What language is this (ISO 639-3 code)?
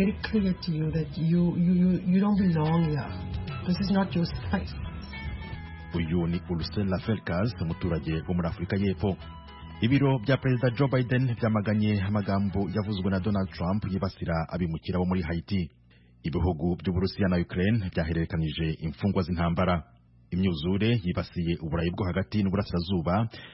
kin